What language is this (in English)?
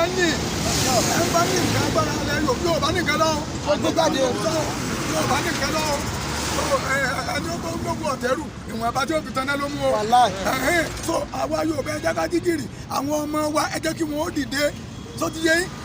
Yoruba